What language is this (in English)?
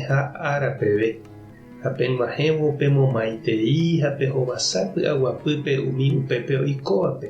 Guarani